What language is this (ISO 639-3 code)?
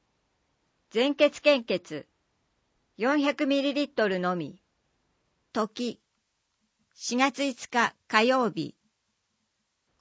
jpn